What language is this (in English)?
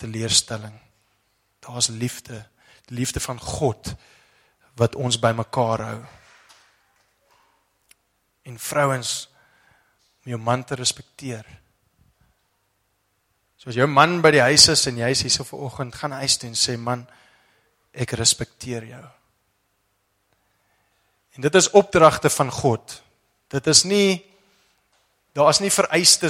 Afrikaans